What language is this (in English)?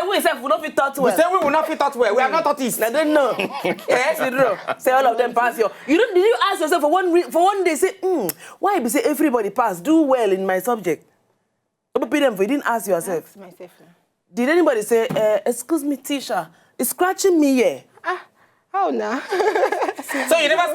Nigerian Pidgin